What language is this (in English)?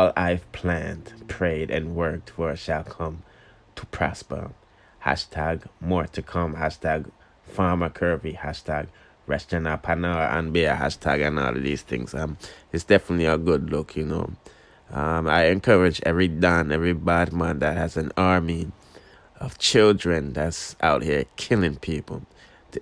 Jamaican Creole English